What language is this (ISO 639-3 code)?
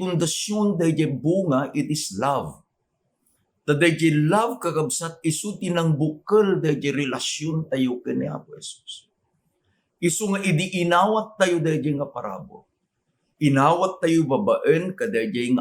ilo